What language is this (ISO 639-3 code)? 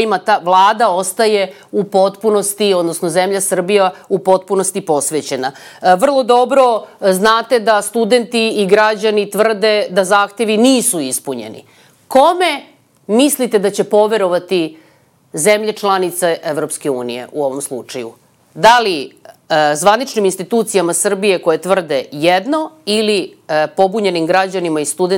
srp